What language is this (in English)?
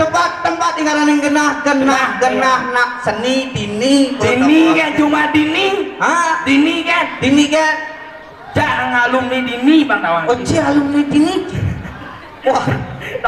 Balinese